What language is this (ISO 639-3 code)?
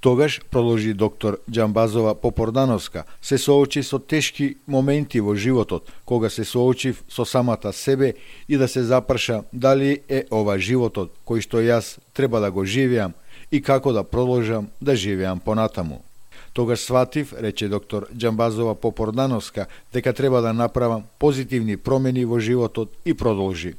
mkd